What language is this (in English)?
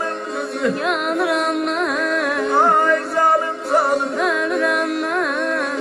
South Azerbaijani